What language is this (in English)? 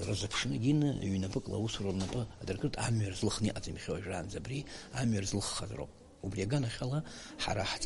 Abkhazian